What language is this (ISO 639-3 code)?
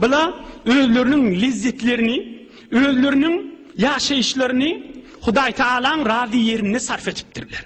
tuk